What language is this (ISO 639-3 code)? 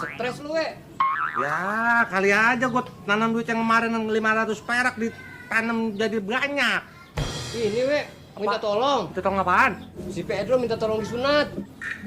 bew